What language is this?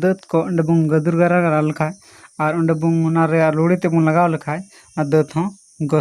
Santali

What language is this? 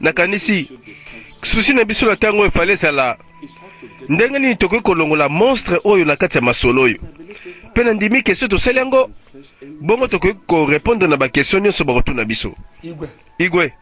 Lingala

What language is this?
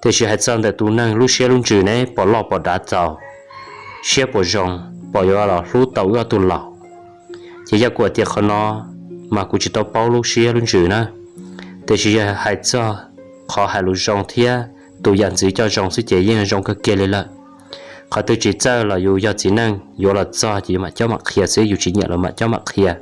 Hmong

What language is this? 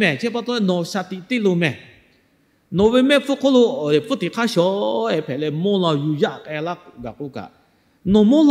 Lahu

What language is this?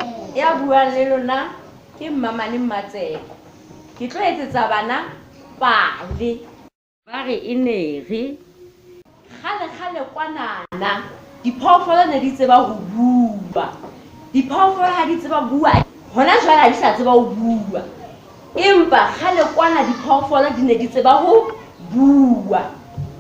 Southern Sotho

